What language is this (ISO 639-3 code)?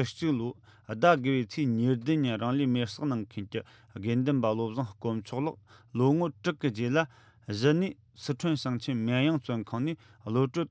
bod